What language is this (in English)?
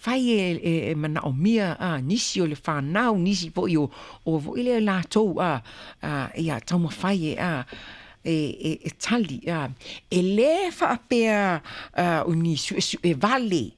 Samoan